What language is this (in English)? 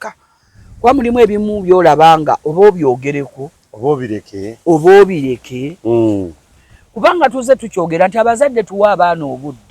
Ganda